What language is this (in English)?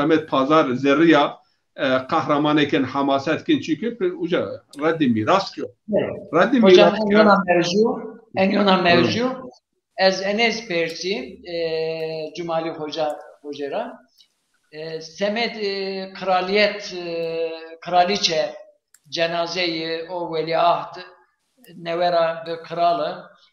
Zaza